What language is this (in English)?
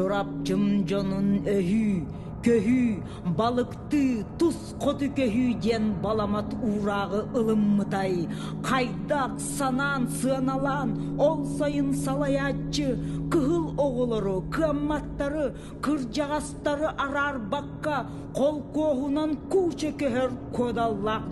Yakut